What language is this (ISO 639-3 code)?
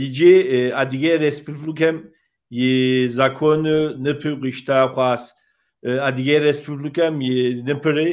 kbd